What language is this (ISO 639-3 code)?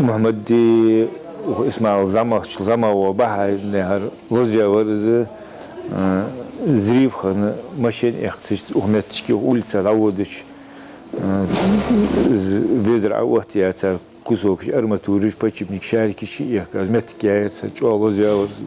inh